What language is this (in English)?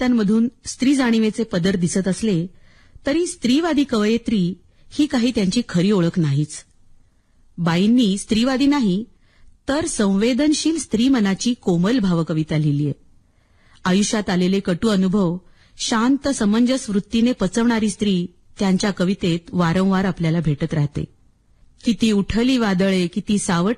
Marathi